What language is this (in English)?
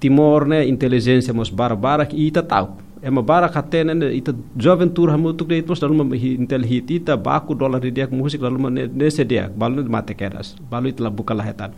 Tetum